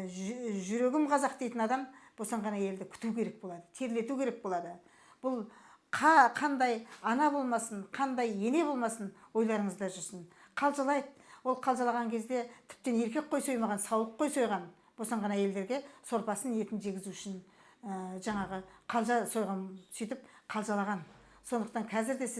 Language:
Kazakh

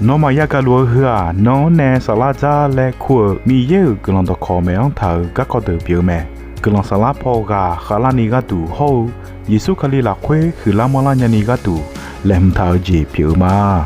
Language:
Akha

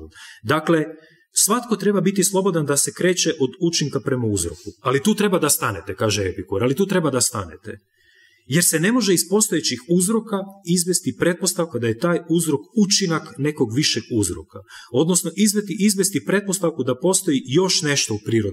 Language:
Croatian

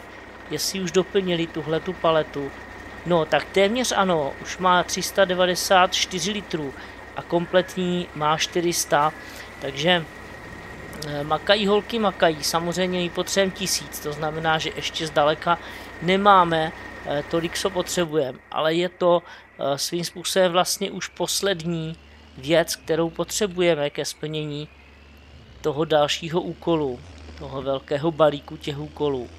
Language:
Czech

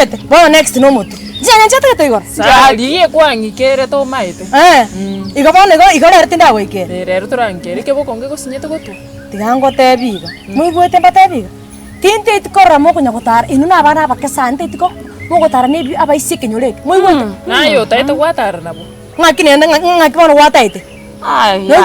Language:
Gusii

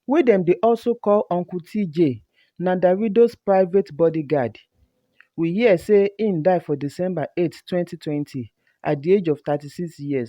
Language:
Nigerian Pidgin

